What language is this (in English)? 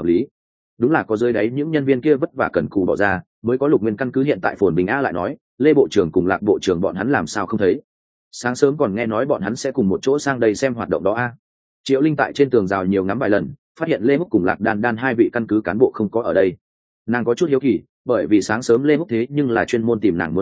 Vietnamese